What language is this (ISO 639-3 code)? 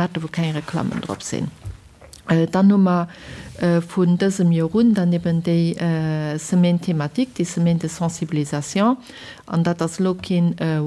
ltz